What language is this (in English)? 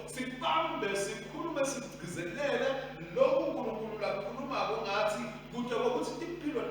Swati